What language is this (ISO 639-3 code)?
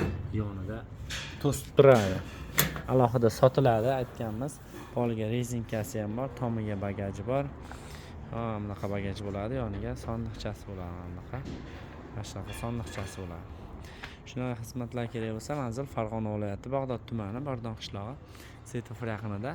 uzb